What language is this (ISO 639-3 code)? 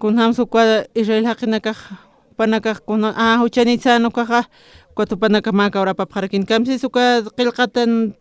aym